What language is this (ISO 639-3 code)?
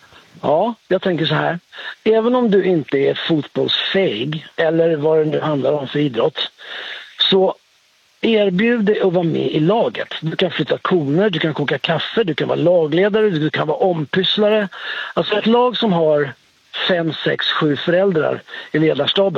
swe